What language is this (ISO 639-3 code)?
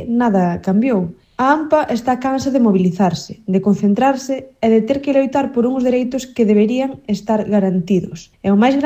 glg